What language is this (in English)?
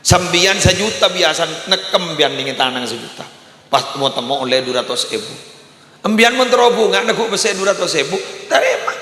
Madurese